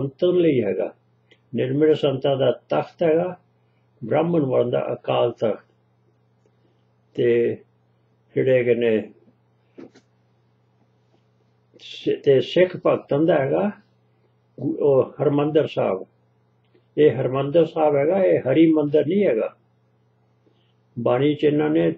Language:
Punjabi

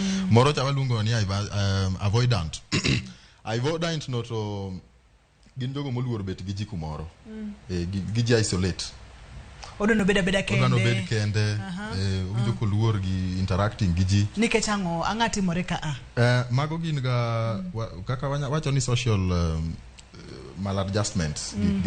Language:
Luo (Kenya and Tanzania)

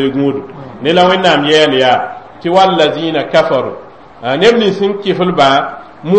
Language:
Mossi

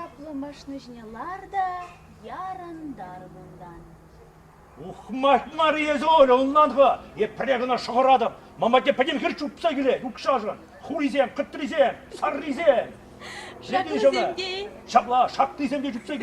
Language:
Chuvash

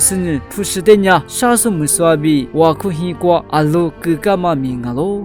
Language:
Lisu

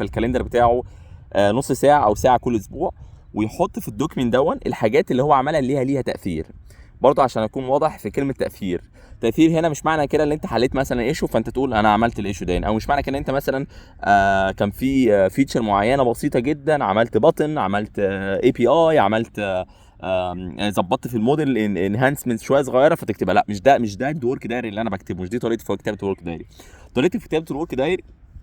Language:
Egyptian Arabic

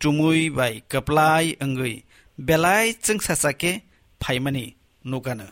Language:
Kok Borok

